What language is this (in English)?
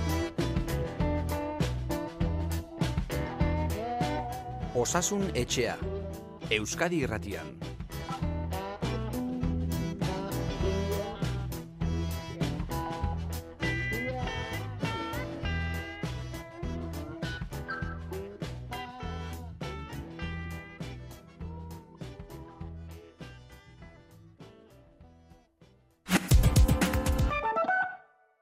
Basque